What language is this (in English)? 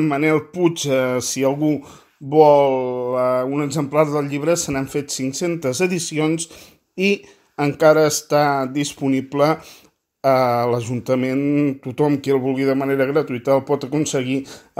Catalan